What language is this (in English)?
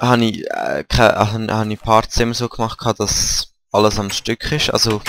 Swiss German